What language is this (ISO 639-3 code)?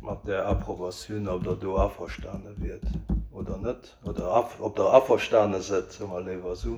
ltz